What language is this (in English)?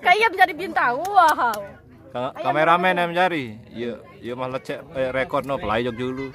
Sasak